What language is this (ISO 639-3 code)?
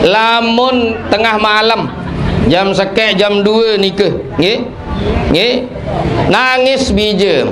sas